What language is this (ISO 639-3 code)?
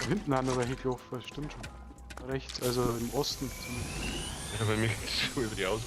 bar